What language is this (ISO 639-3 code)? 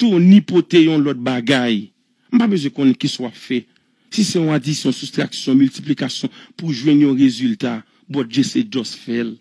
hat